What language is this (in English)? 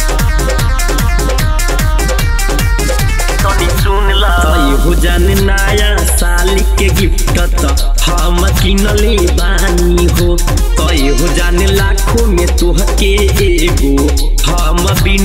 Bhojpuri